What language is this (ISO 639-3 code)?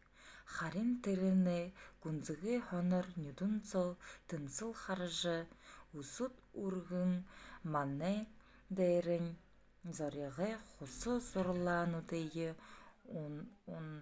bua